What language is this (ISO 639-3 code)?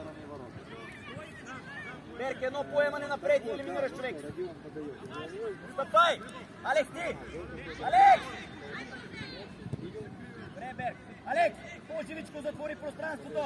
bul